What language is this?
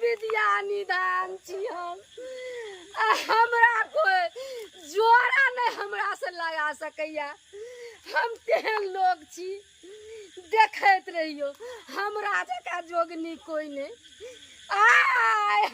Maithili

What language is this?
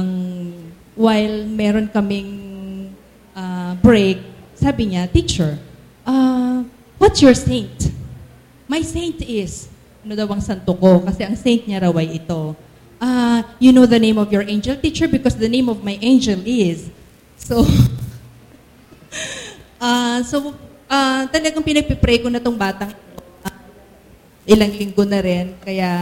Filipino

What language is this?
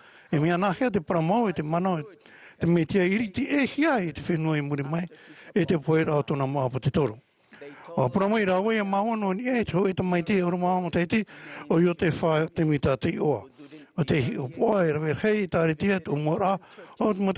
Tahitian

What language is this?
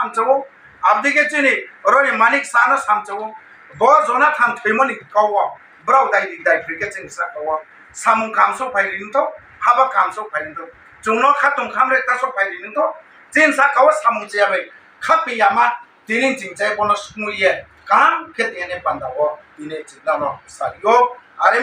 Riang (India)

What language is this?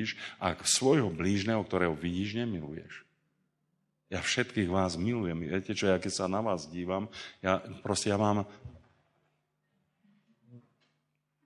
Slovak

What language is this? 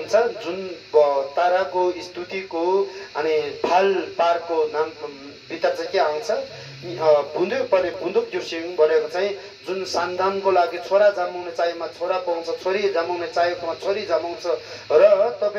Nepali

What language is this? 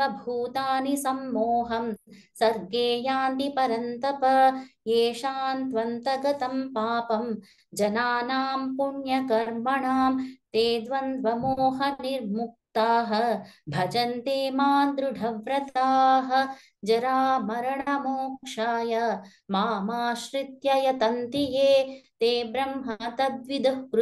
Sanskrit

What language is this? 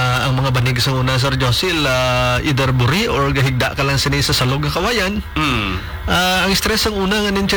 Hiligaynon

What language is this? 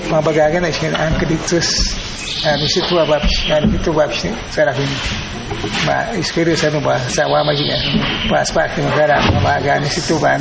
Awa-Cuaiquer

